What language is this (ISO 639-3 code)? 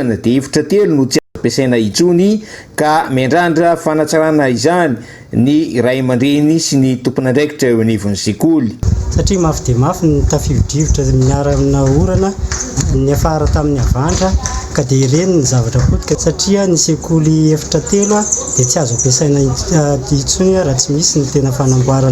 mlg